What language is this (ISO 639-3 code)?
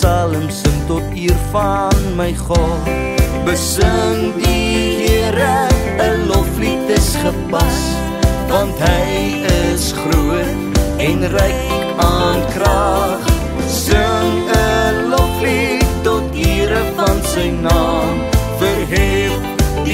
afr